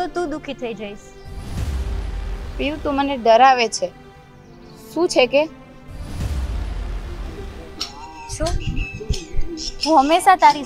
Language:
Gujarati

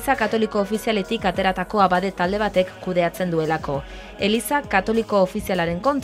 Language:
Basque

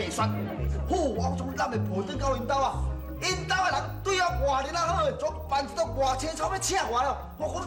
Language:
Min Nan Chinese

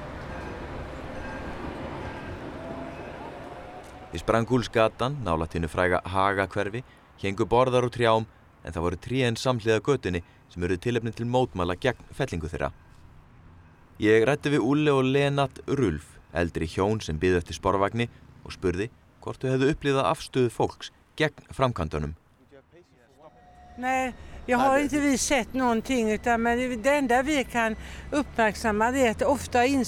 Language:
Icelandic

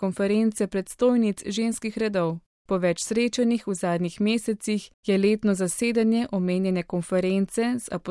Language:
Slovenian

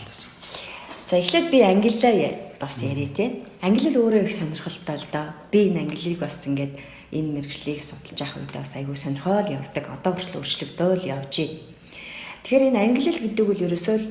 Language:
Mongolian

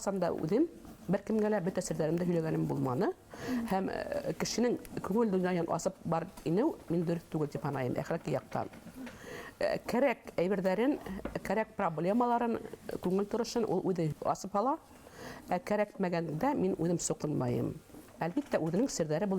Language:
Bashkir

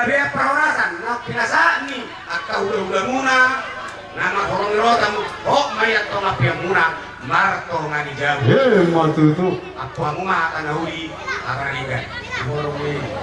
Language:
Batak Toba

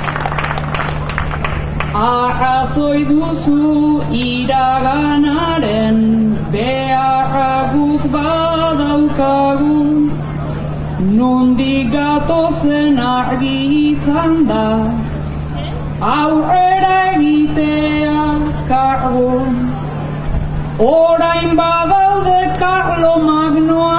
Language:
Basque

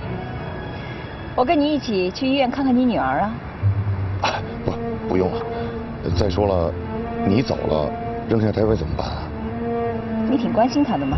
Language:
Chinese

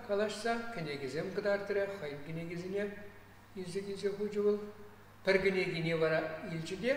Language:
Chuvash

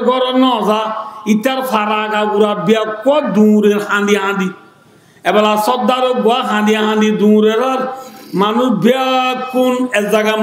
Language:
Rohingya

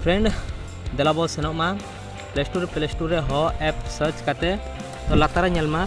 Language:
Santali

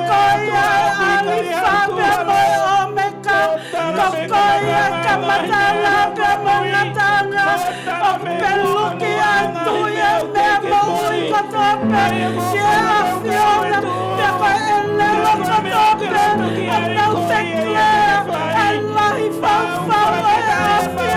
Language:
Tongan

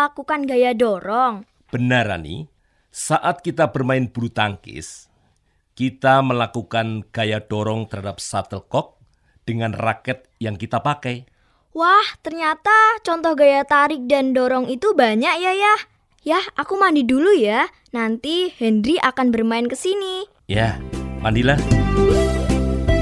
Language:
Indonesian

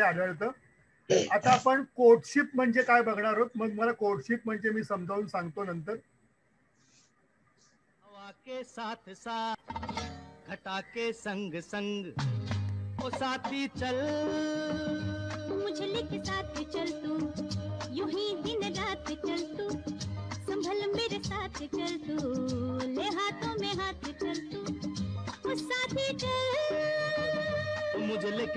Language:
Marathi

